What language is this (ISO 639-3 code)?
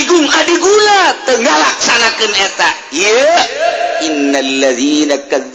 sun